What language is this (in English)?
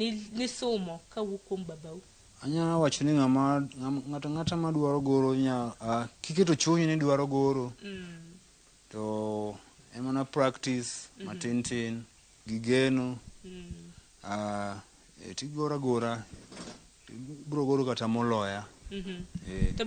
Luo (Kenya and Tanzania)